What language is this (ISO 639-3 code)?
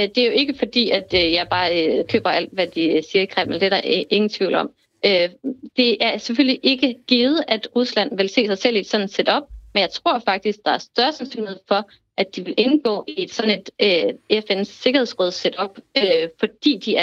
dan